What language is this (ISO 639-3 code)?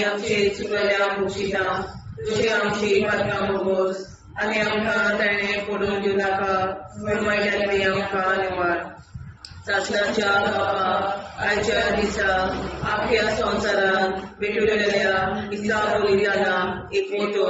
kok